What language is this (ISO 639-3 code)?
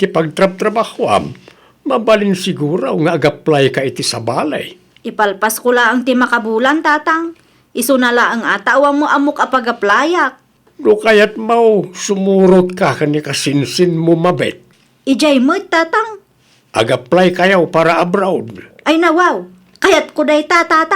ilo